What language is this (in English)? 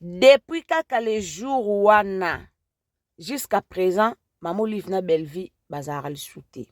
Lingala